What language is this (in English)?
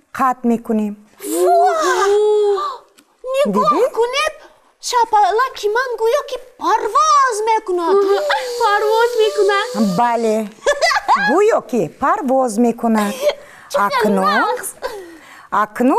Tajik